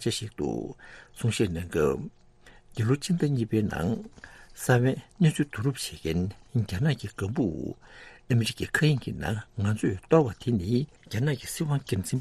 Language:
Tibetan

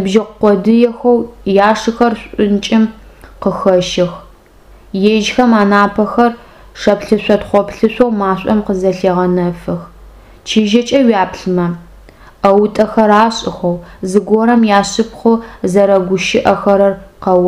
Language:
Adyghe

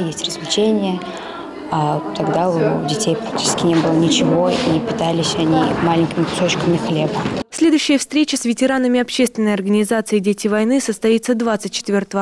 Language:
Russian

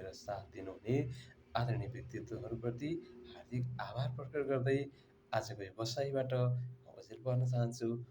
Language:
Nepali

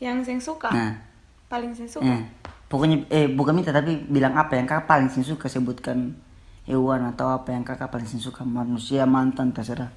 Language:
Ambonese Malay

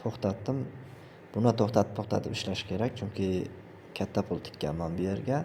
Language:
Uzbek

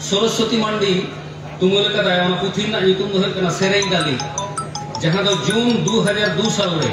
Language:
Santali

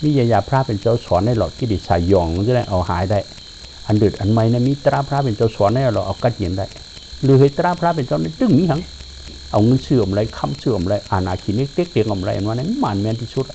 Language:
Shan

